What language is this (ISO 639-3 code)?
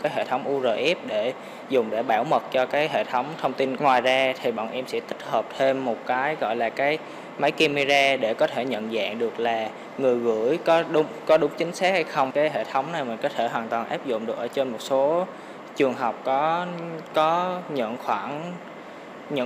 vie